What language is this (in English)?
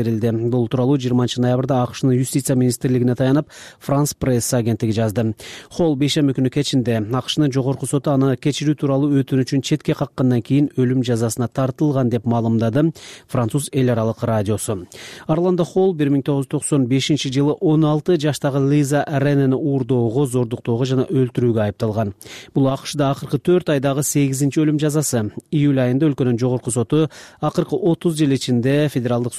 Kyrgyz